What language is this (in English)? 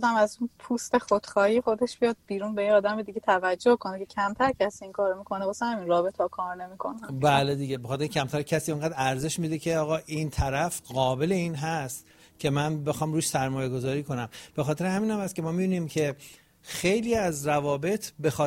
Persian